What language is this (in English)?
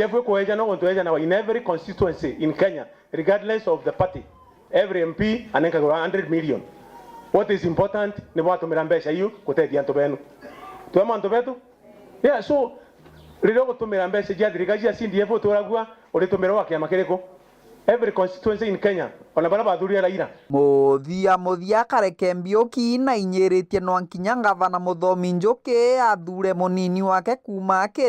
Meru